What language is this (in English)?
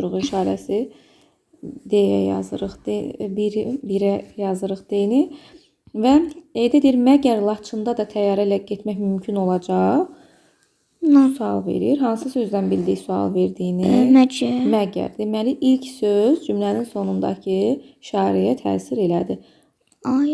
Azerbaijani